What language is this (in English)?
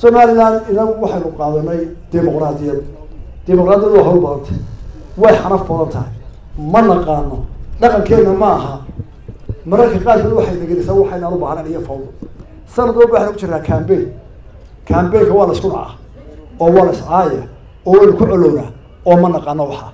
Somali